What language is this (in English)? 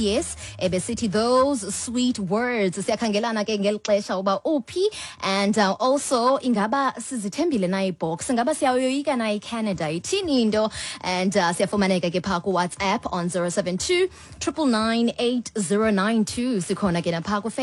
Xhosa